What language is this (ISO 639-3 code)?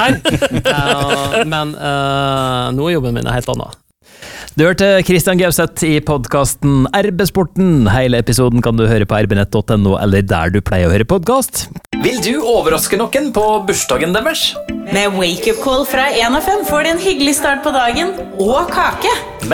nor